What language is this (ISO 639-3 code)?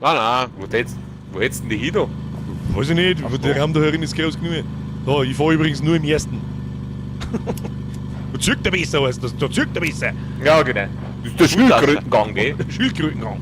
bar